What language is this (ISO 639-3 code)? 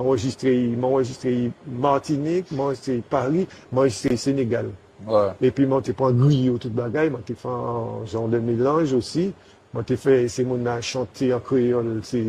gcf